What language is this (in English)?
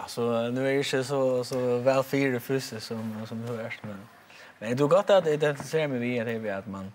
Faroese